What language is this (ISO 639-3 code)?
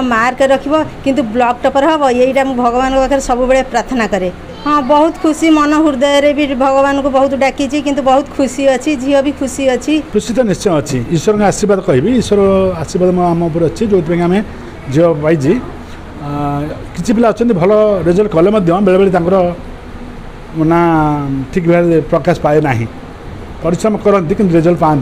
ori